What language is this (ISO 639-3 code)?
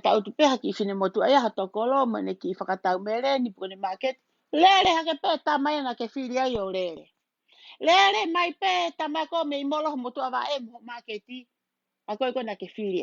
ton